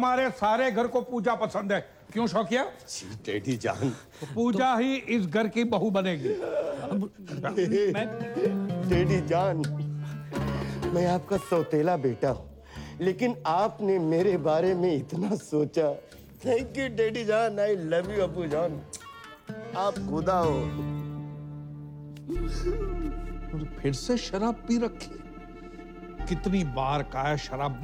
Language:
Hindi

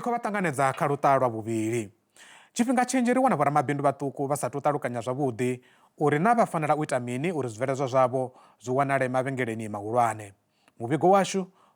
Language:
Venda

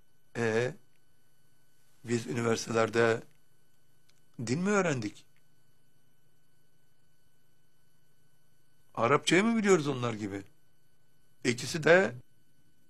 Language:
Turkish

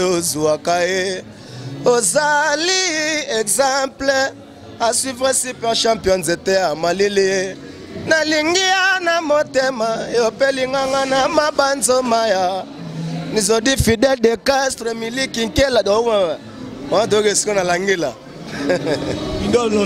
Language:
Lingala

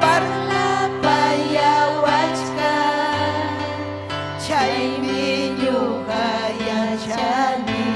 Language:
Ayacucho Quechua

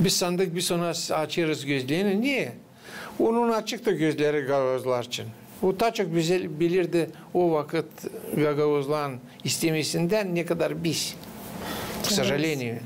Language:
Gagauz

